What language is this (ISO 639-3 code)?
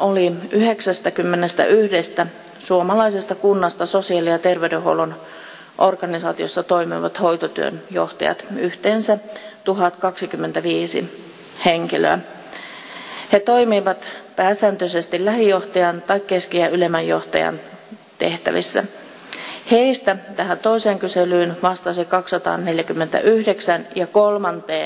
fin